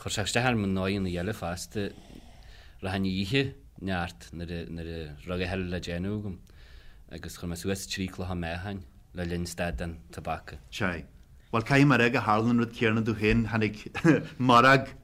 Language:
Irish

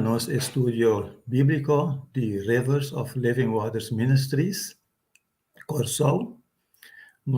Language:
Papiamento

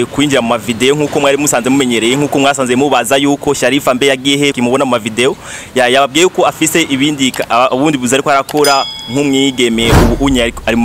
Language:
Rundi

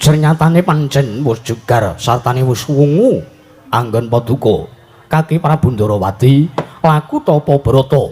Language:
Javanese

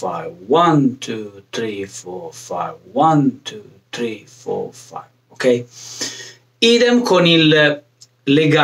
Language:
Italian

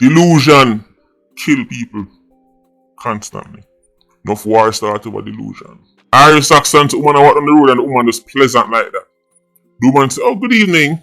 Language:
Jamaican Creole English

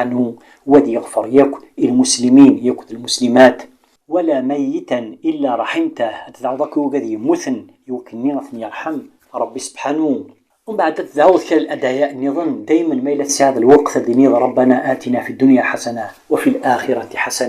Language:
Kabyle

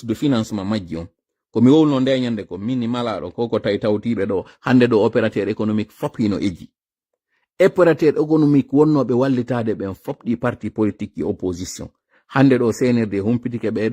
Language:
Pular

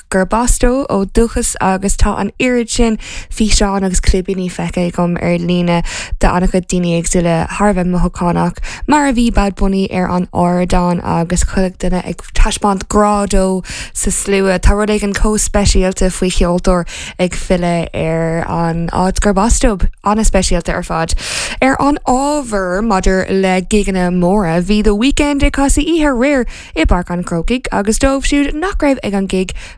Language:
Irish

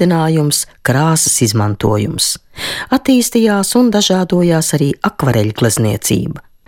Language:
Latvian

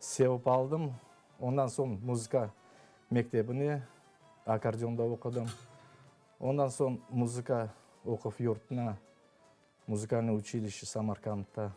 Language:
Crimean Tatar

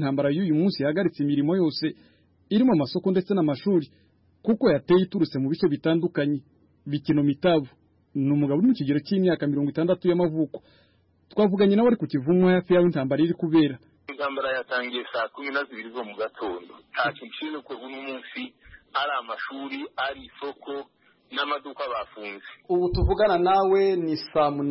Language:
Kinyarwanda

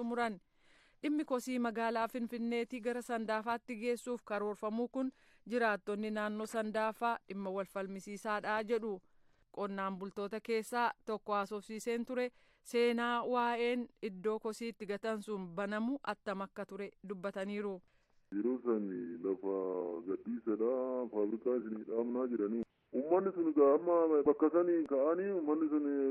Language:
Oromo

